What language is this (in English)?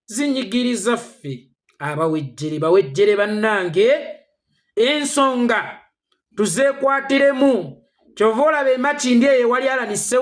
Ganda